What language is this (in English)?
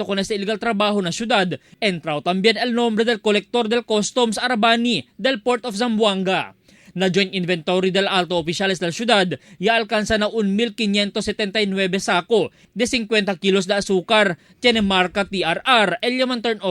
Chavacano